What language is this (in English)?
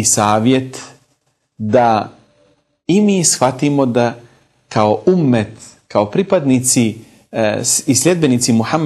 Bosnian